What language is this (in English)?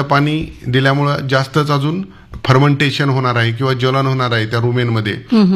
Marathi